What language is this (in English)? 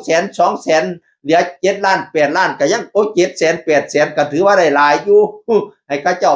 Northeastern Thai